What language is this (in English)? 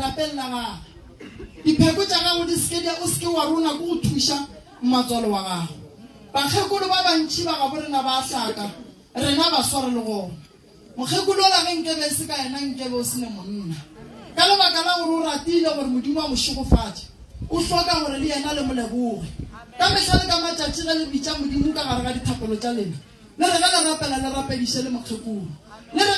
Northern Sotho